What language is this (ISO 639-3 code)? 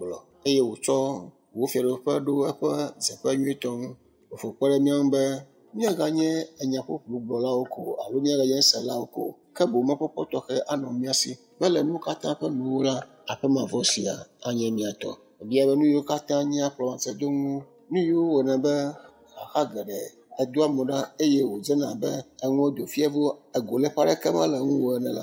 ewe